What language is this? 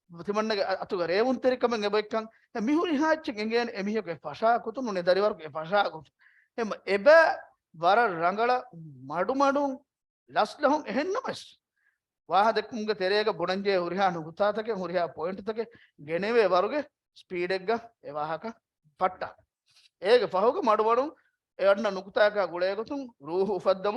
Divehi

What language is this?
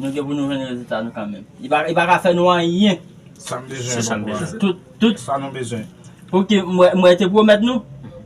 Haitian Creole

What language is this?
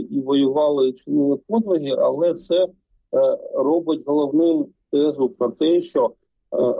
Ukrainian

